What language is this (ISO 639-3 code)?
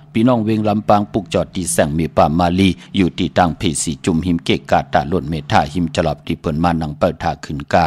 shn